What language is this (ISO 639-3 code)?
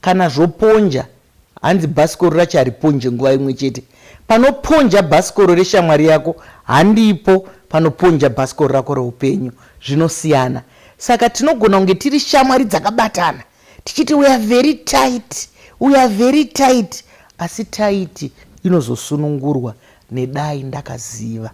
sna